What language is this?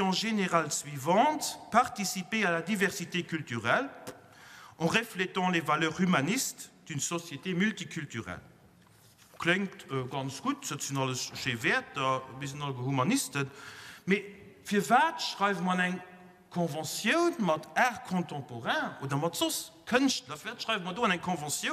Luxembourgish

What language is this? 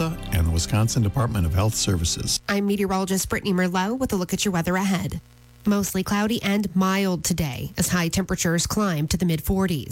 English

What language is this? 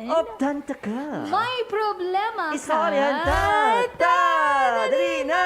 Hiligaynon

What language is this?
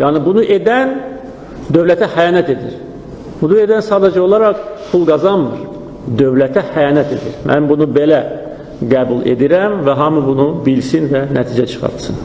Azerbaijani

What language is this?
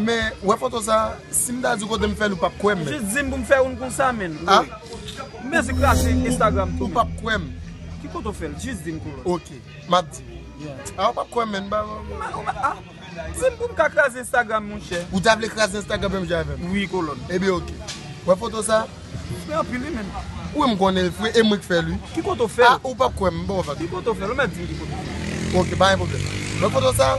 Haitian Creole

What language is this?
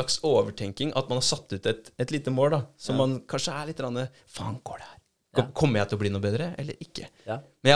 Norwegian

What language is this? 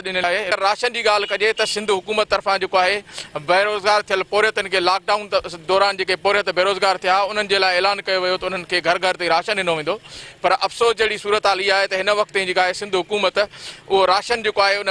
Sindhi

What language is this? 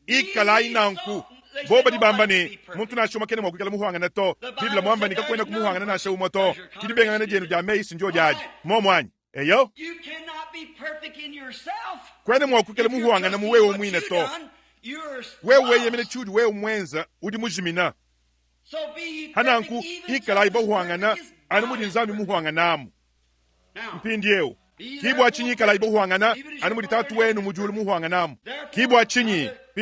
Luba-Lulua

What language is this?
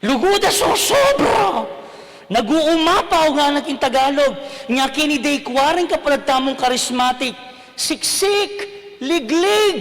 Pampanga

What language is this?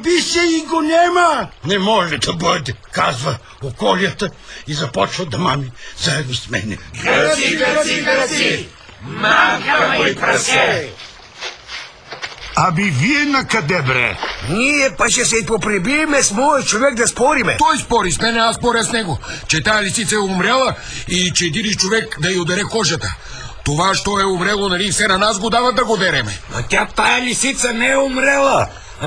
Bulgarian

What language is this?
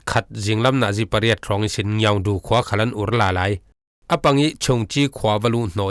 Falam Chin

